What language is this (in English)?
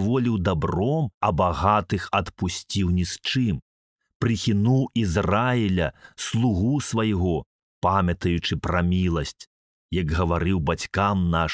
Belarusian